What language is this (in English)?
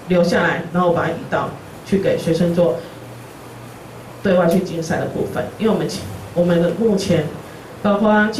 Chinese